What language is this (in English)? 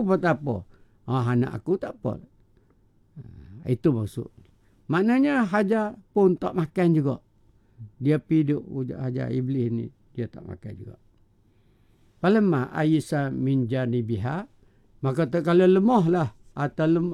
Malay